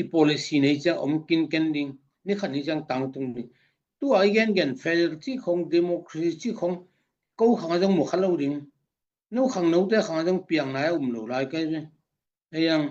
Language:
Tedim Chin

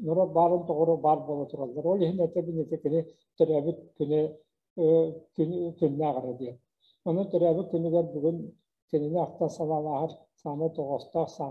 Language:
Yakut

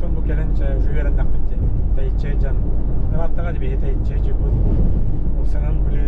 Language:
Yakut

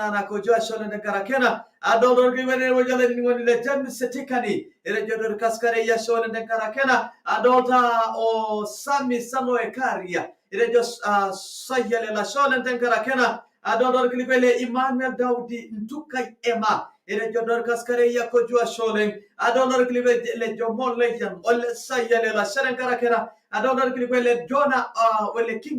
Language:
Masai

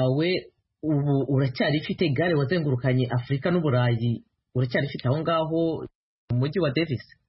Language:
Kinyarwanda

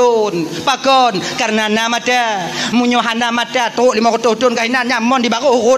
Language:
Achinese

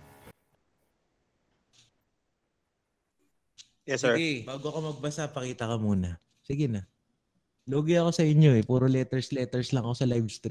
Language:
Filipino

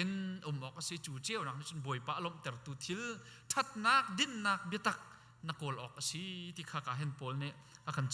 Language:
Hakha Chin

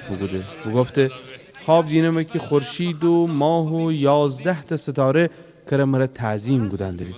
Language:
Gilaki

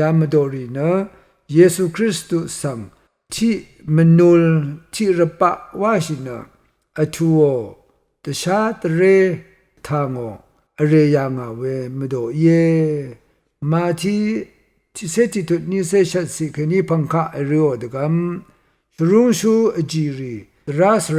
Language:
Rawang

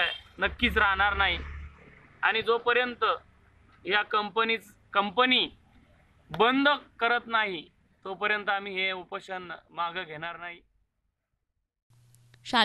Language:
Marathi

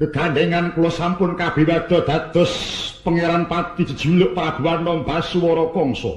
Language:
Javanese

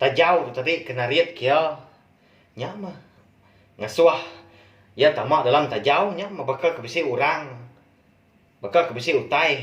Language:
Iban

